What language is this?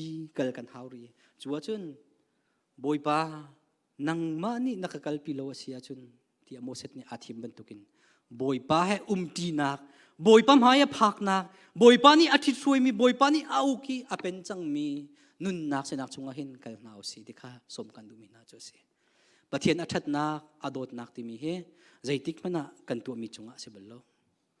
Hakha Chin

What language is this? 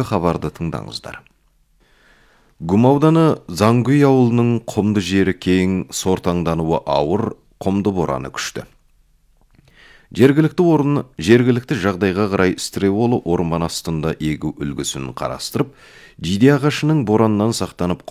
Kazakh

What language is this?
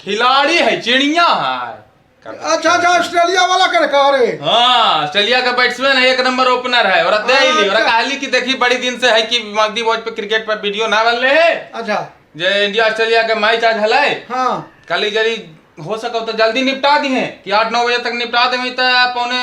Magahi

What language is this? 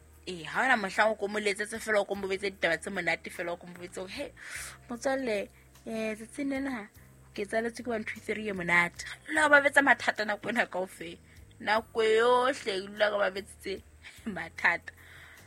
Southern Sotho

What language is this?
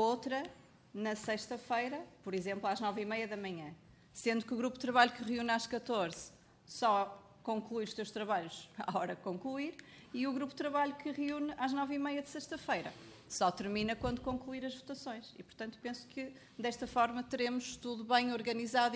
Portuguese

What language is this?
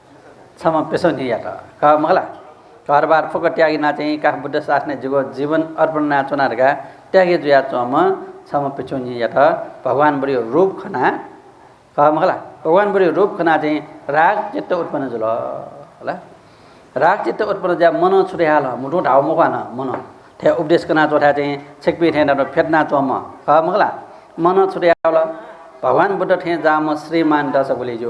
Newari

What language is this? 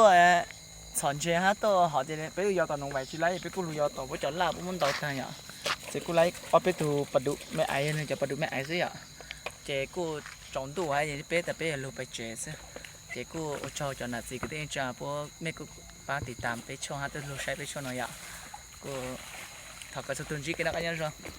Hmong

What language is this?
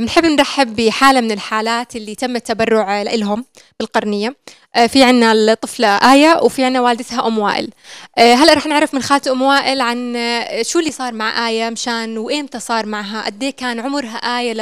North Levantine Arabic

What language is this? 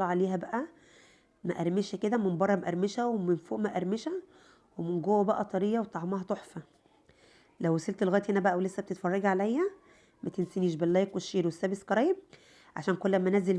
Egyptian Arabic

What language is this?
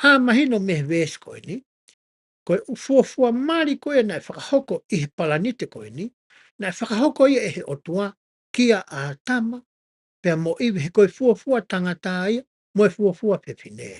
Tongan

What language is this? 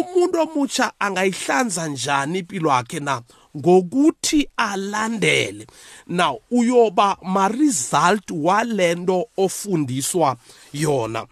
South Ndebele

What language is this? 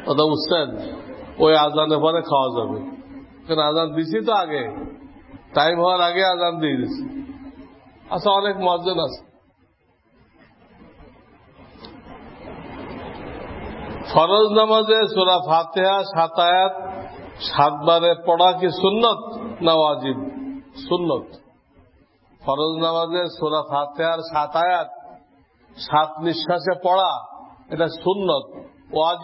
Bangla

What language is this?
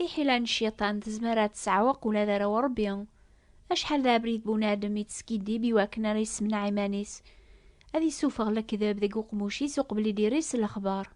Kabyle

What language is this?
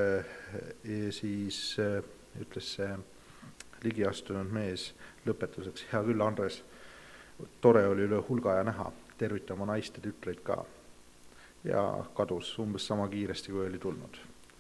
Estonian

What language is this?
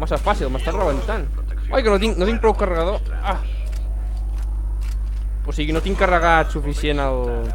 Catalan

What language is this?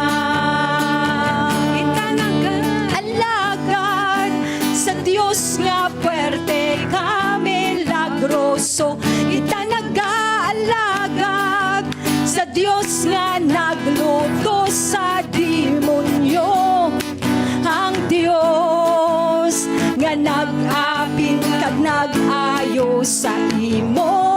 Hiligaynon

